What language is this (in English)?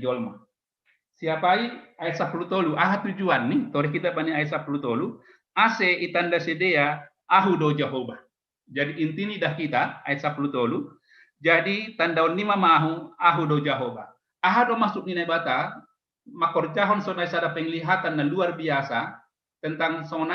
Batak Simalungun